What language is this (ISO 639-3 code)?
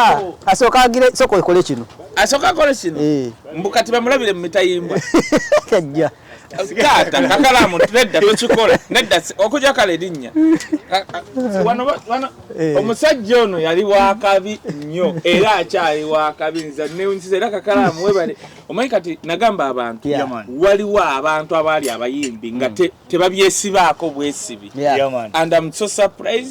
lug